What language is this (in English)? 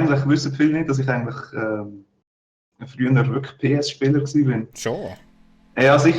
Swiss German